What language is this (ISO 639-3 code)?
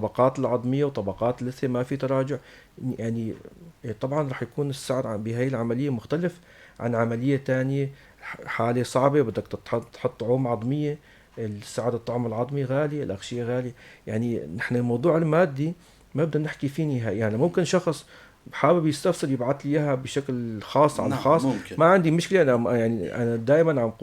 apc